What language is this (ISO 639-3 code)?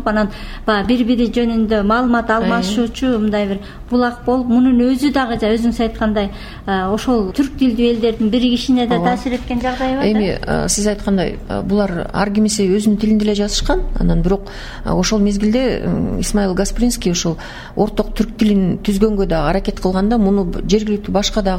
kir